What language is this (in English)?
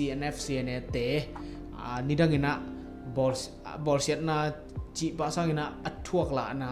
Tedim Chin